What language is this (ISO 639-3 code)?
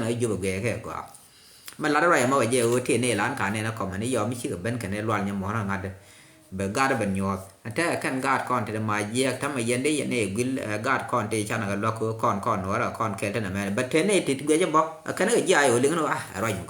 nus